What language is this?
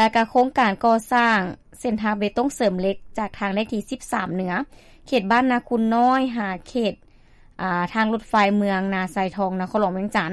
Lao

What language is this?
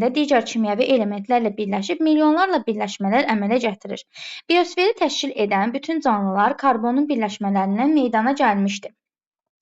Azerbaijani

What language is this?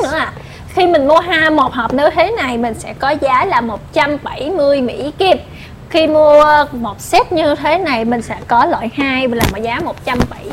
Vietnamese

